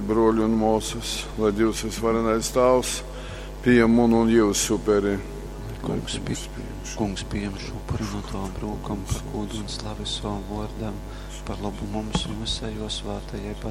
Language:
Latgalian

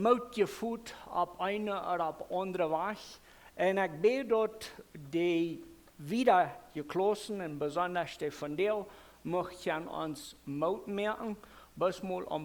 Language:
Plautdietsch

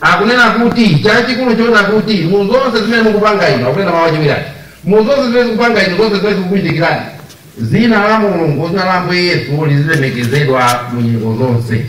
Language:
Nyanja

